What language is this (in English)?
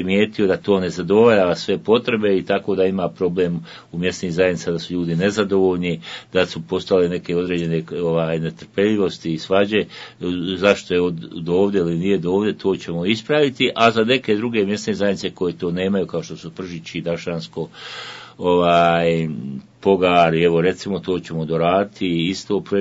Bosnian